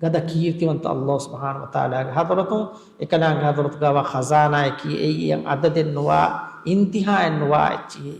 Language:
Divehi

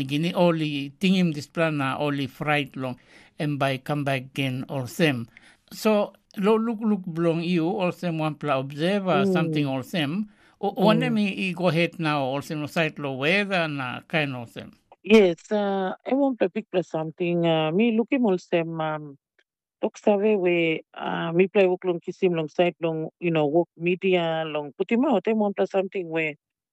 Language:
Tok Pisin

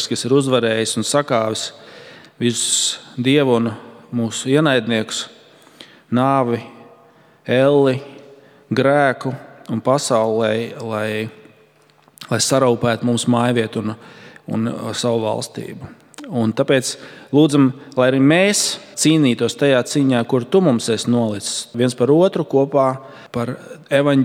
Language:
Latvian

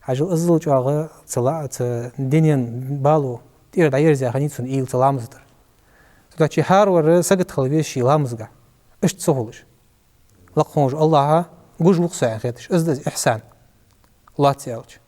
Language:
Ingush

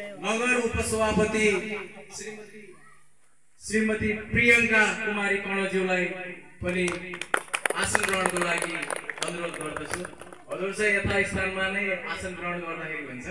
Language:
Nepali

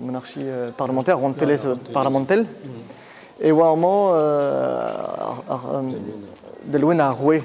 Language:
Breton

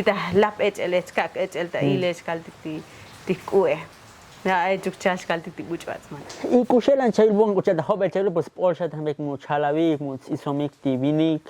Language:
Tzotzil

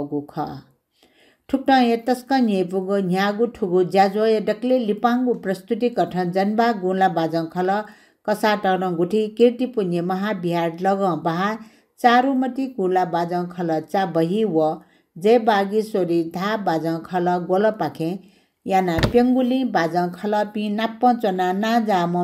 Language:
Newari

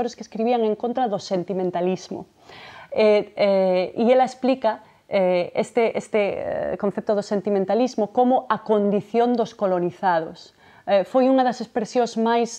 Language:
Galician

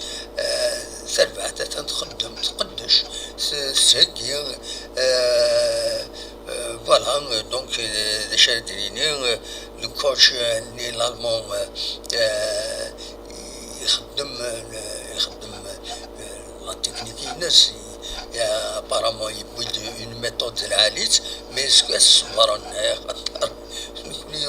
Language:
Kabyle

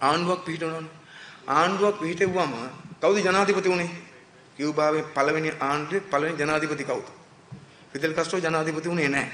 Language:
Sinhala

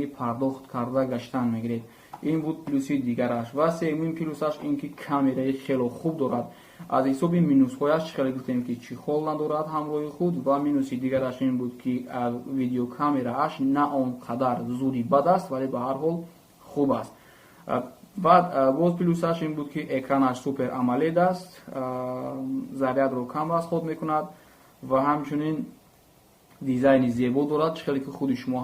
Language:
Tajik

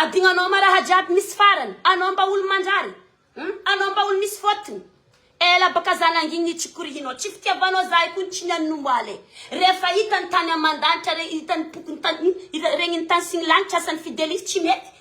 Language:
Malagasy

